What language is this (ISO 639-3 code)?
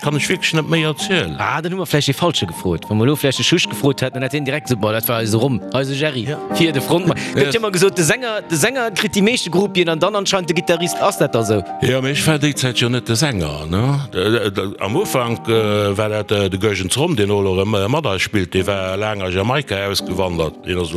ltz